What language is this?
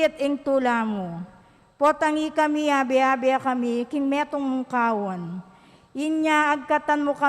Pampanga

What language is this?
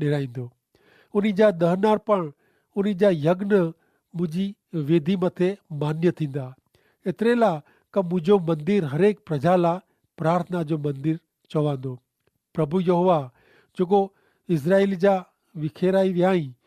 Kachhi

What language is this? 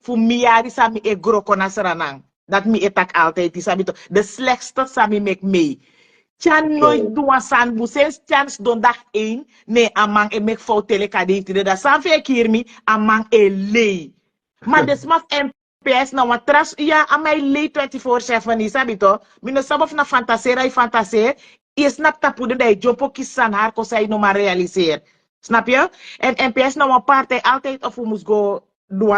Sranan Tongo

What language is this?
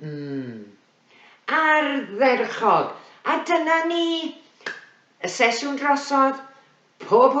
Welsh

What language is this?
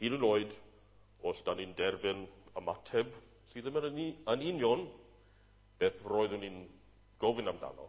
Welsh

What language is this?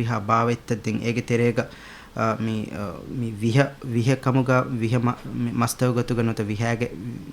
Divehi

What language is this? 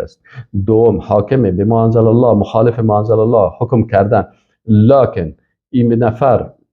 Persian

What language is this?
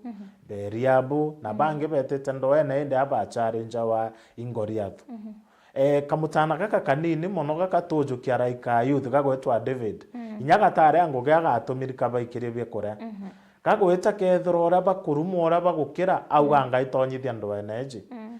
Meru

